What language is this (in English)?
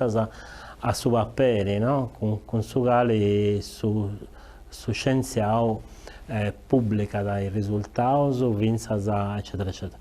Sardinian